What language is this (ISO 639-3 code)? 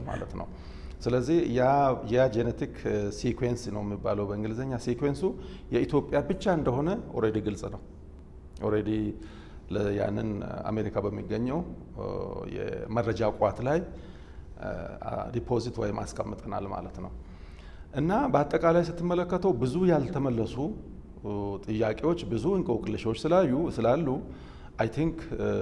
amh